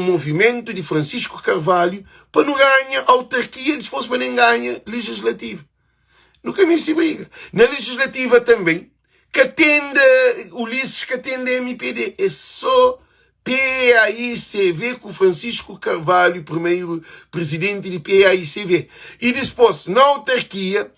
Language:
Kabuverdianu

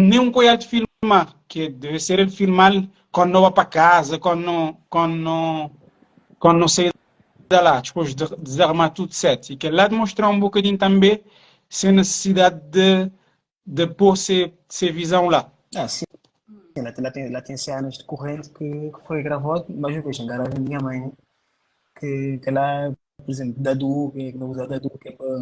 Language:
Kabuverdianu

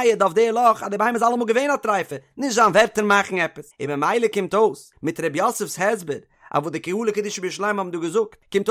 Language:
Yiddish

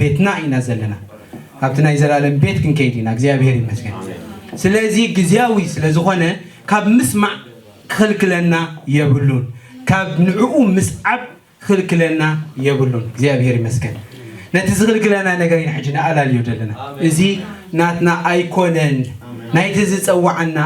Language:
Tigrinya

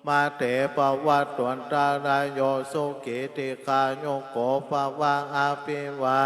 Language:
Pali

